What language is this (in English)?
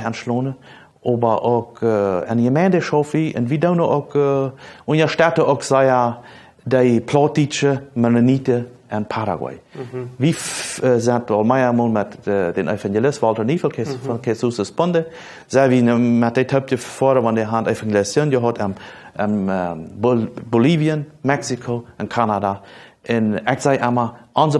Plautdietsch